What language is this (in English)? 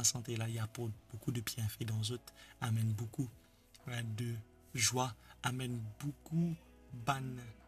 Morisyen